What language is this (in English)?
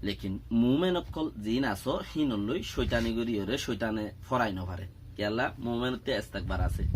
Rohingya